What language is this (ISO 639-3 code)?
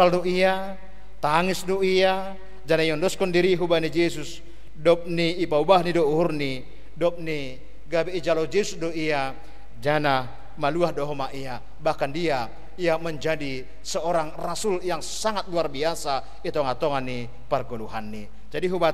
bts